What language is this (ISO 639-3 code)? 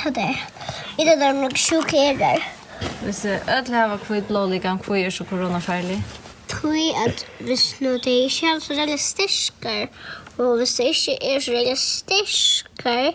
fao